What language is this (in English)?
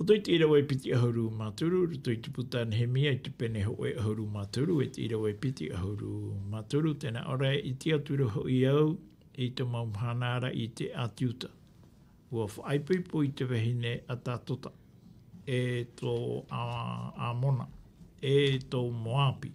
Tahitian